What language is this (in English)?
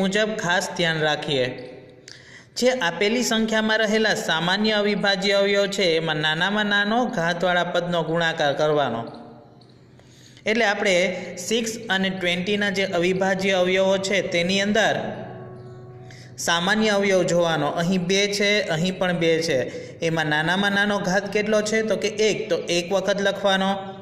Gujarati